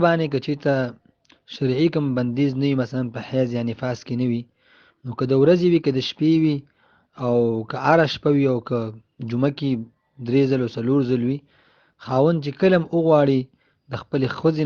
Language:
Pashto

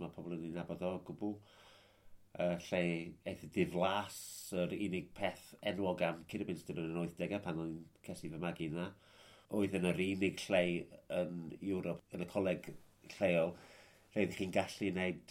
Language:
Welsh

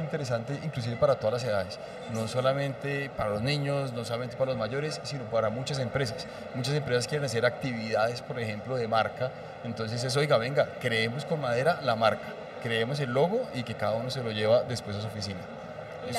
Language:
Spanish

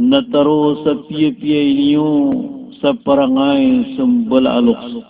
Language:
Maranao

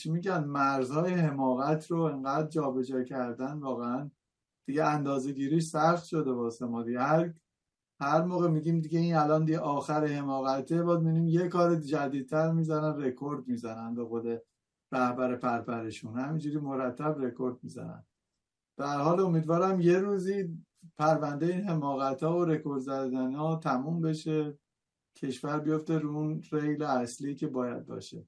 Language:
Persian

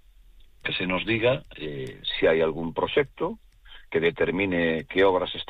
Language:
Galician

